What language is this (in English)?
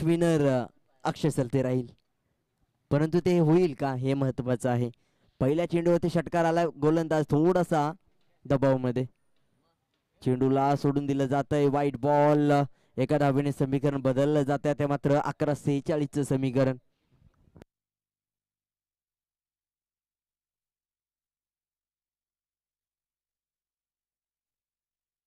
Marathi